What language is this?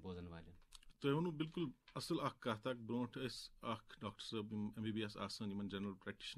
Kashmiri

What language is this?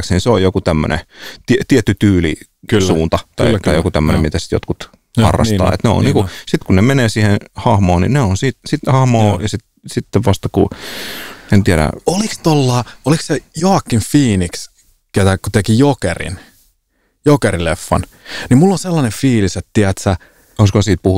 Finnish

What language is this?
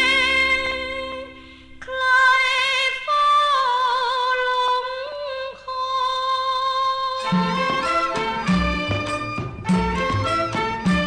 Thai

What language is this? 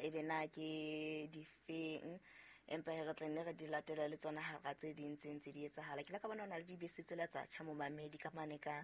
Southern Sotho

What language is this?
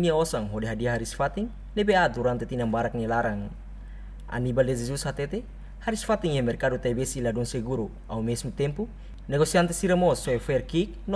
Tetum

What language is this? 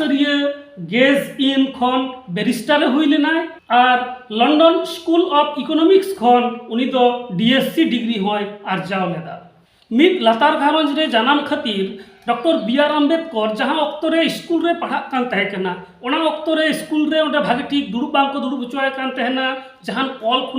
Santali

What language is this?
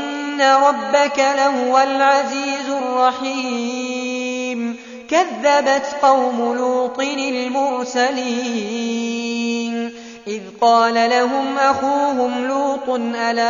Arabic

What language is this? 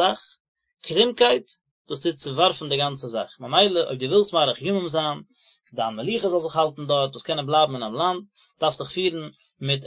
Yiddish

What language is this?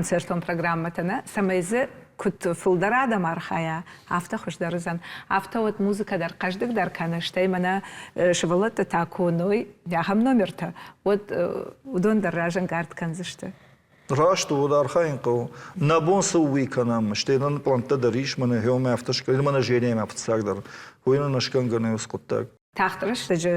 Ossetic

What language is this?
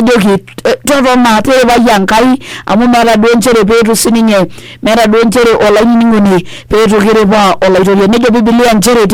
Masai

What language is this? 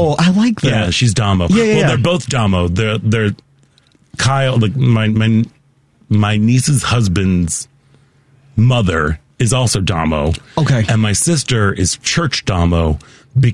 English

